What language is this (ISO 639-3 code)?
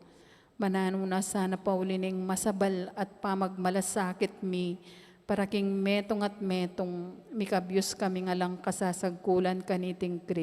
pam